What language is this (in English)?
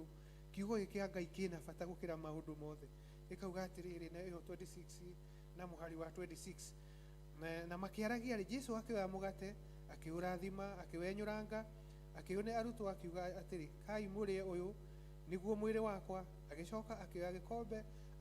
Kikuyu